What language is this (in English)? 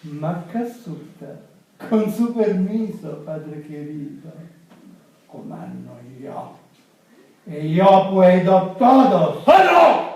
Sicilian